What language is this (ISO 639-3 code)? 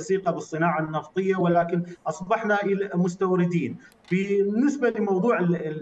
ara